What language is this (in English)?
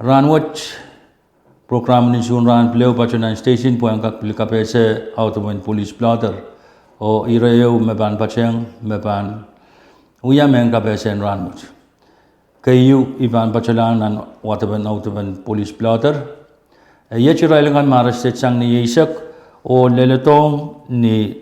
Pohnpeian